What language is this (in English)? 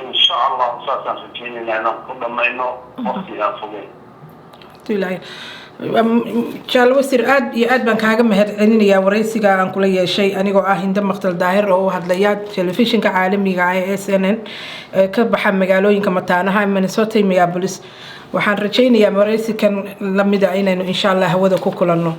Somali